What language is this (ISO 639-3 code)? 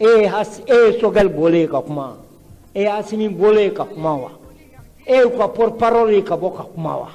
bam